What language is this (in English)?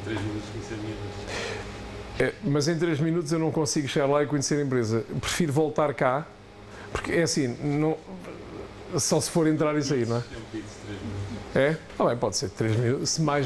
Portuguese